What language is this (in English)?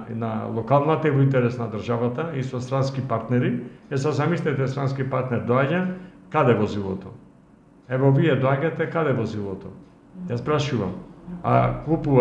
Macedonian